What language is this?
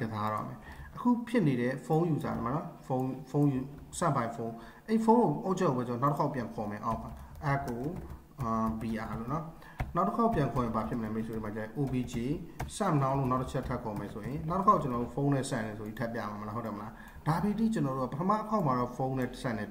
Burmese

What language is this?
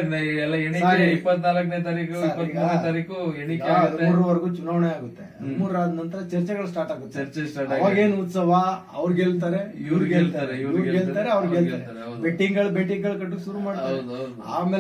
Kannada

